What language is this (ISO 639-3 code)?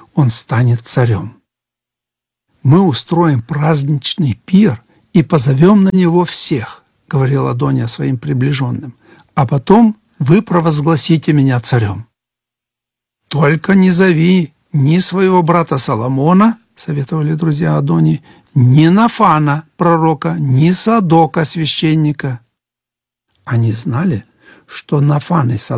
rus